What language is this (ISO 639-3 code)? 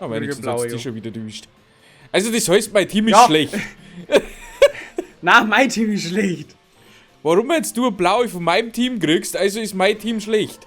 bar